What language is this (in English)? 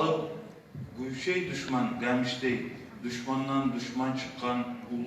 Kumyk